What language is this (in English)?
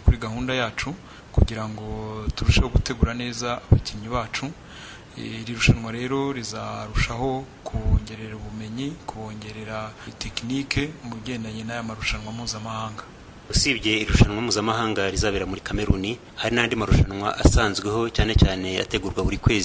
Kinyarwanda